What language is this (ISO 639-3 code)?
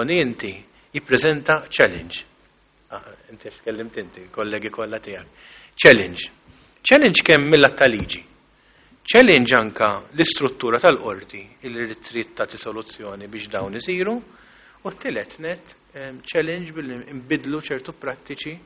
mlt